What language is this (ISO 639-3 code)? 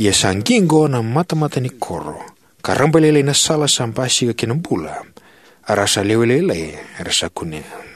fij